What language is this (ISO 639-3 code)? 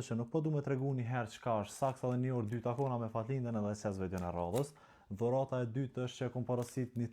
sqi